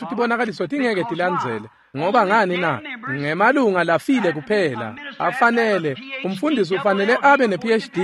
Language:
Swati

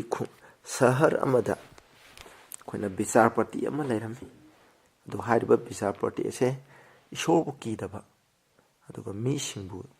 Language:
Manipuri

